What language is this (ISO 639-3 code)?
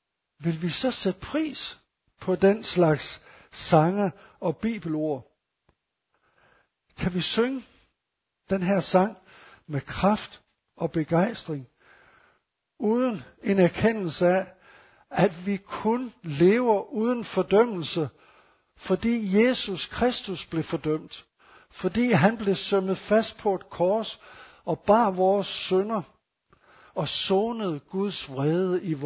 dan